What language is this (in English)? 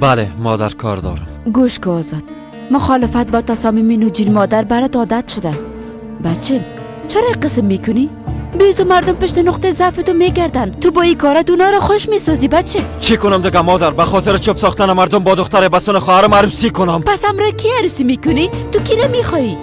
Persian